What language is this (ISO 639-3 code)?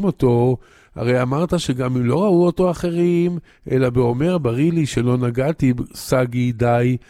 heb